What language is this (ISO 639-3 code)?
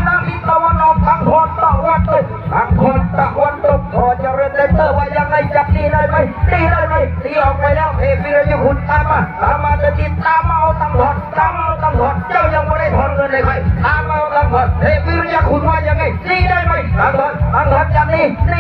lao